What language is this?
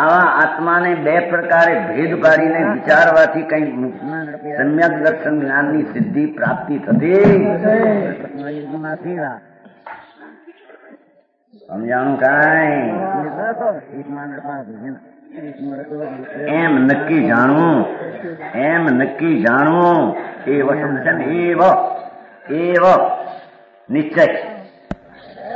Gujarati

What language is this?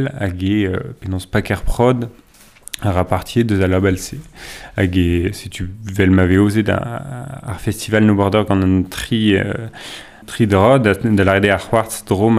Breton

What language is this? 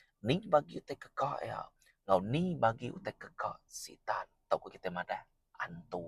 Iban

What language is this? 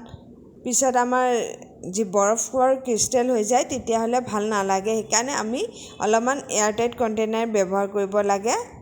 Assamese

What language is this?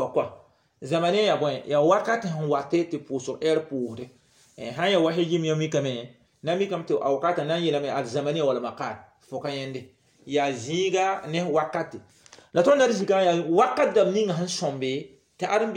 Mossi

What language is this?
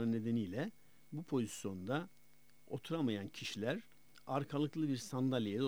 Turkish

